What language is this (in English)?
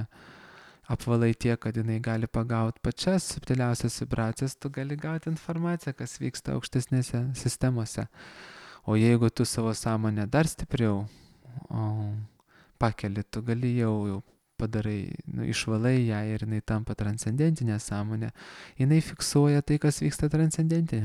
Lithuanian